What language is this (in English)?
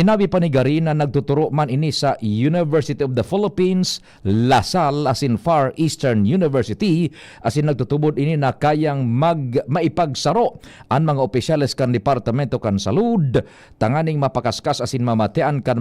Bikol